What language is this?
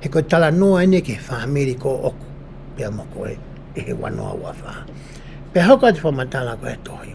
Tongan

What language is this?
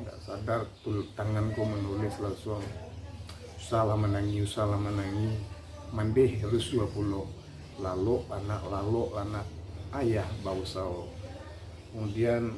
Minangkabau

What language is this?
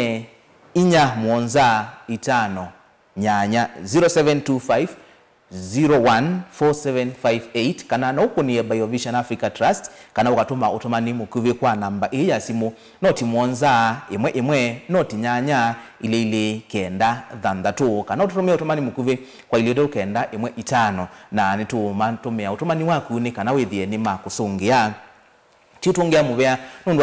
Kamba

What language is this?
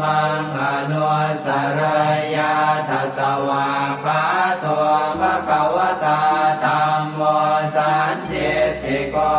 Pali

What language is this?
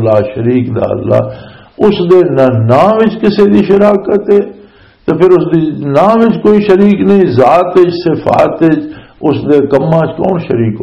Western Panjabi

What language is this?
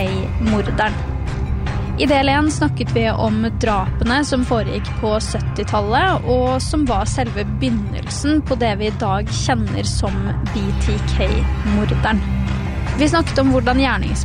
Norwegian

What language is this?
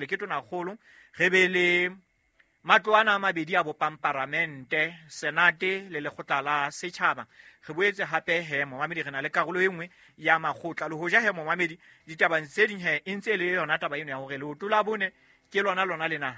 Southern Sotho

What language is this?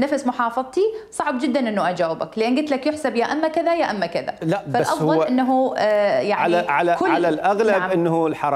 Mesopotamian Arabic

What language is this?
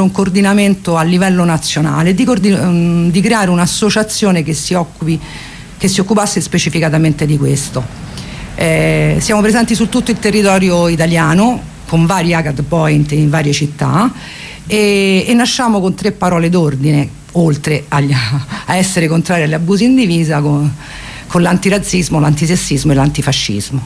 Italian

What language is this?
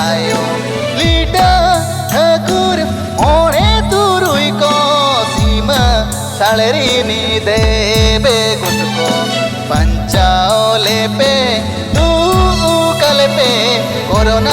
Santali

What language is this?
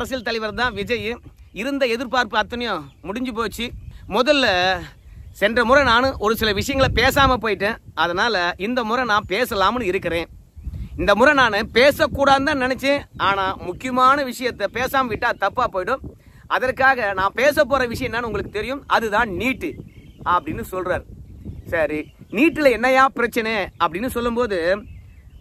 Tamil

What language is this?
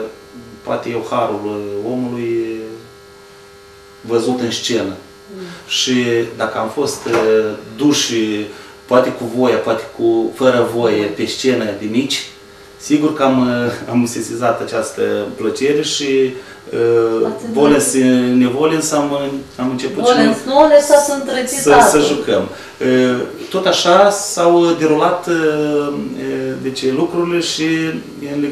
Romanian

